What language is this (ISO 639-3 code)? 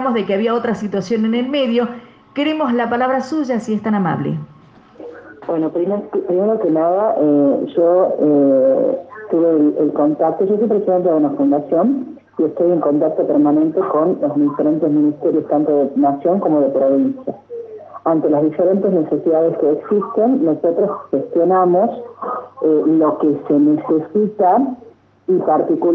spa